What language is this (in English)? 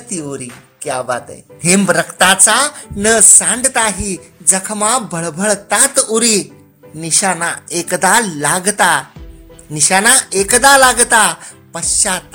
Marathi